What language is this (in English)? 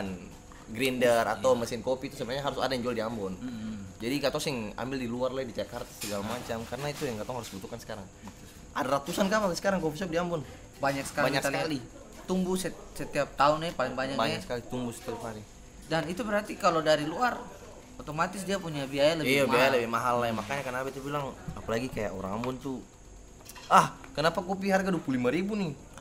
Ambonese Malay